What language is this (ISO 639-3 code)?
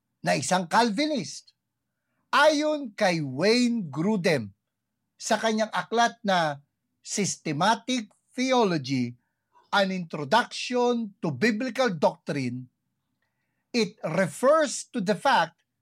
fil